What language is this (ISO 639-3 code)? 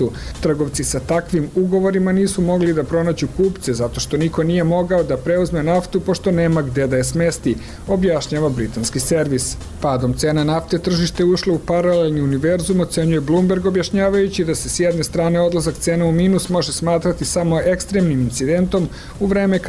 srp